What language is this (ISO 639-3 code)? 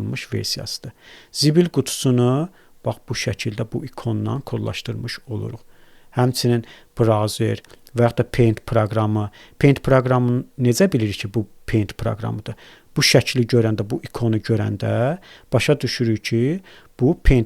aze